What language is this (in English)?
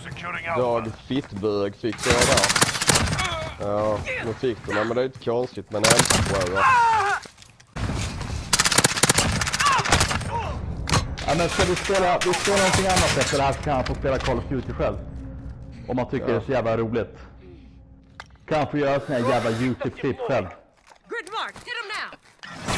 Swedish